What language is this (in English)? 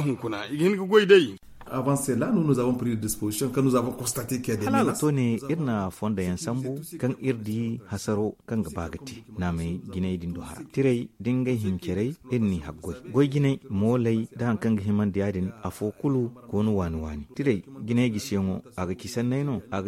Zarma